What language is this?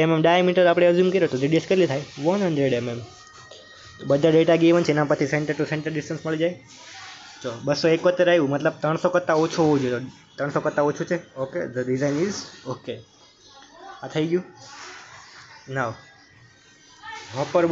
Gujarati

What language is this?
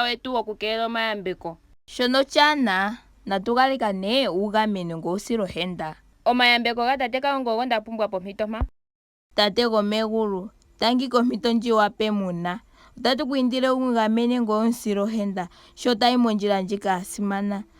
Ndonga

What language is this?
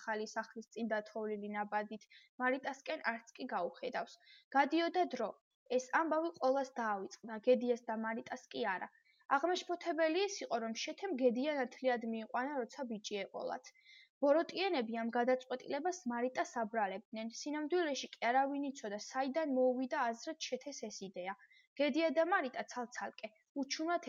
Georgian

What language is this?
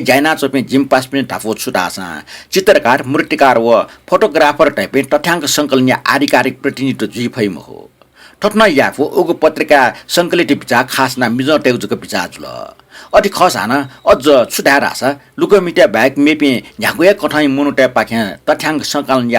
Newari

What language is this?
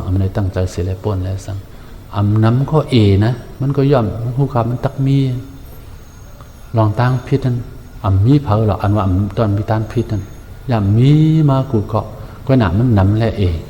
Shan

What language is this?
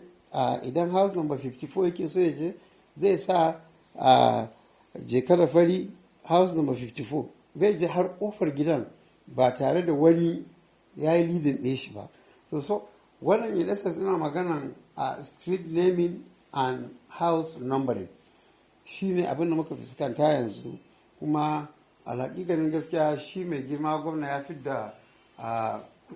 Hausa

